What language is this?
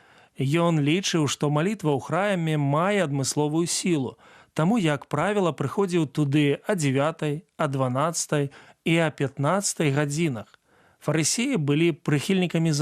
Belarusian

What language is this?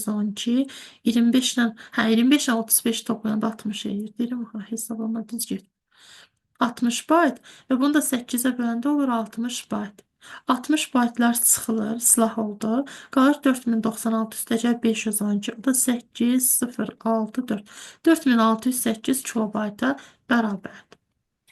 Azerbaijani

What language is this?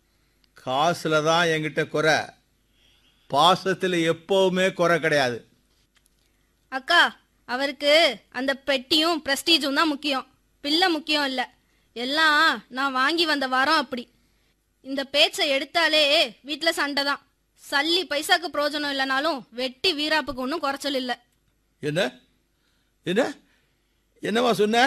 Tamil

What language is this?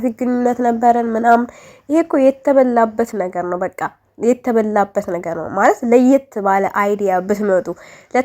Amharic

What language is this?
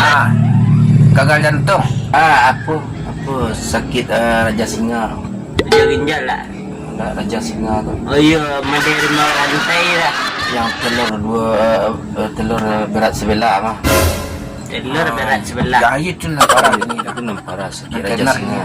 Minangkabau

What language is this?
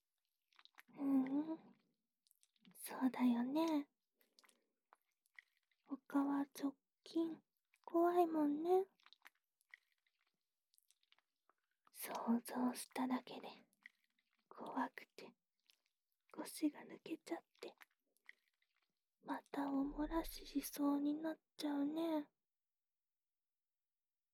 Japanese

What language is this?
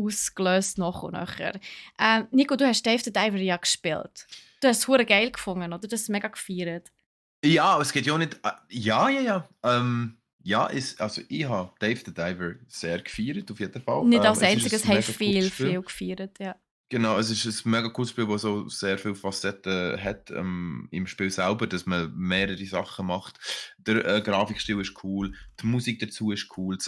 Swiss German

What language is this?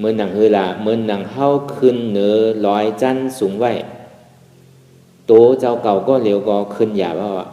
Shan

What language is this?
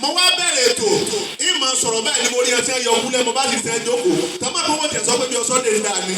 Yoruba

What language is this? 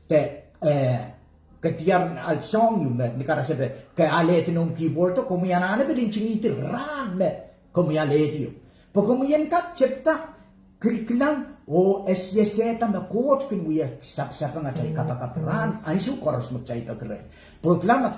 Pohnpeian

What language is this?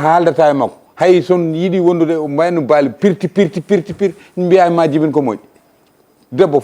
Fula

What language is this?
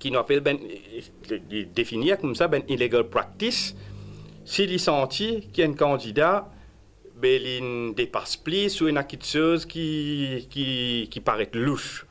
Morisyen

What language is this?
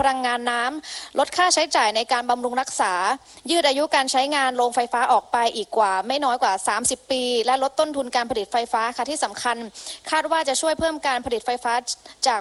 Thai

